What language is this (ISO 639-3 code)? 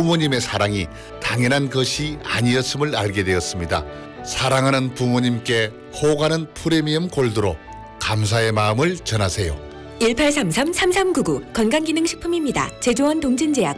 kor